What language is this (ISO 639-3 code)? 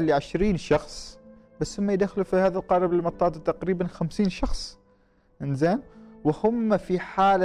afb